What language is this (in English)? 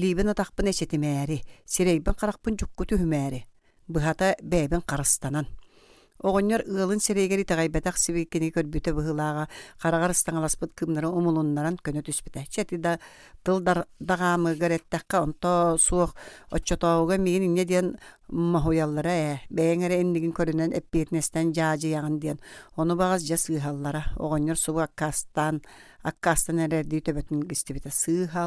Yakut